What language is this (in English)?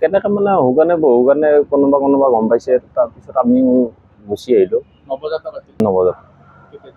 Assamese